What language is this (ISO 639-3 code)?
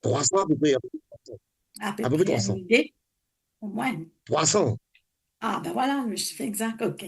mfe